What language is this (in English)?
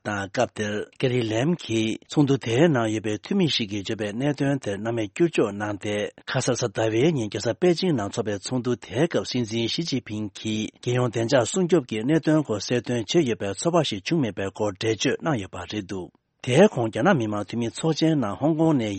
Tibetan